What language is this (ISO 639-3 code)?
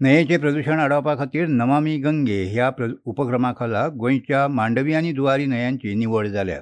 kok